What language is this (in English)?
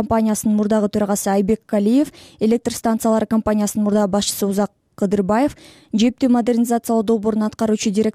Kyrgyz